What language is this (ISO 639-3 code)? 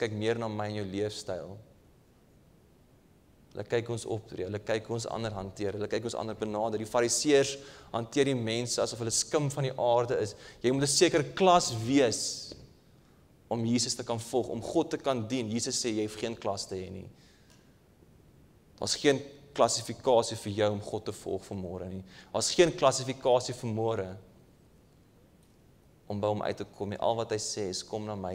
afr